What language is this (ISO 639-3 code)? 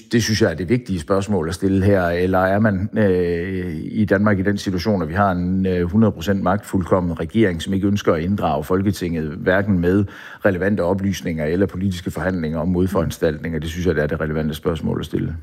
dan